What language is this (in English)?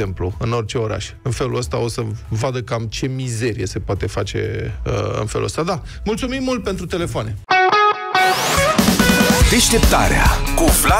Romanian